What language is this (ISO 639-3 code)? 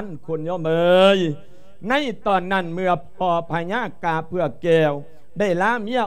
lao